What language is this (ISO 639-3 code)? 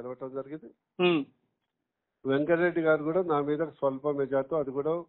tel